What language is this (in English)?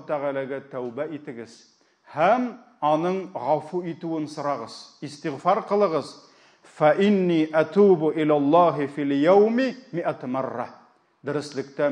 Tatar